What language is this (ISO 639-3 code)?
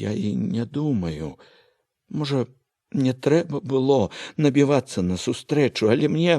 bel